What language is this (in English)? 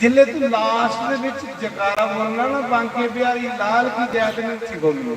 Dogri